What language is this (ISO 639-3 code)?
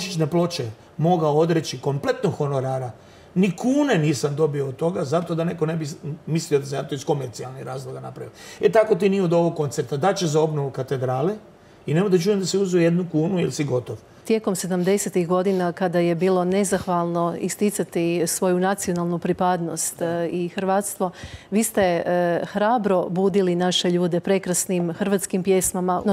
hrv